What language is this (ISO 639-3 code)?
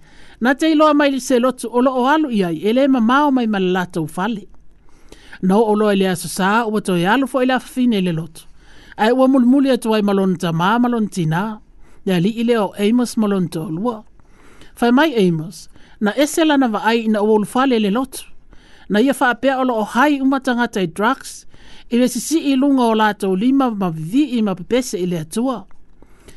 smo